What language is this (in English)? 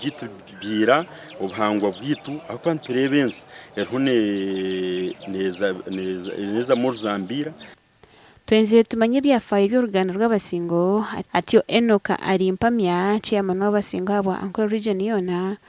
Nyankole